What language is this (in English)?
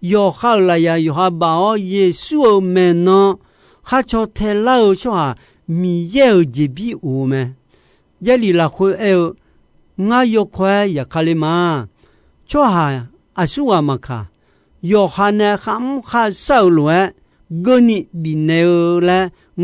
Akha